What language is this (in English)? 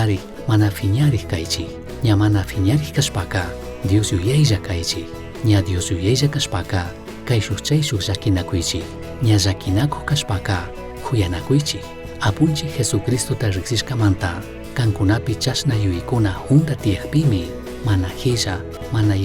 Chimborazo Highland Quichua